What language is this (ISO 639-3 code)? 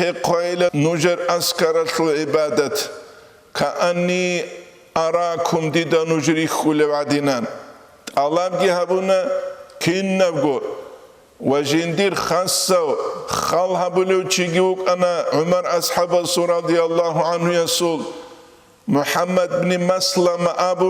ava